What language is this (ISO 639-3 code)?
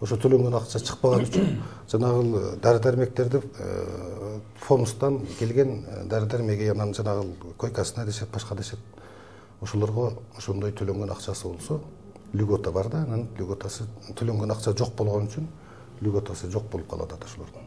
kir